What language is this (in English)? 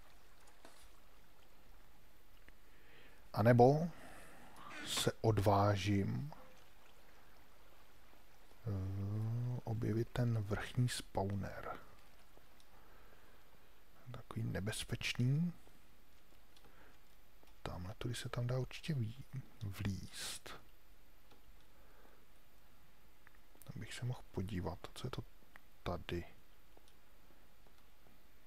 Czech